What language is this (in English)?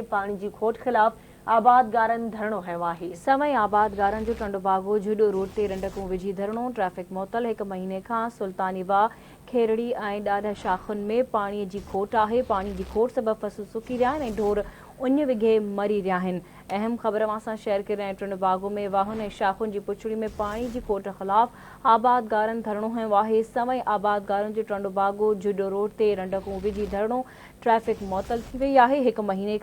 Sindhi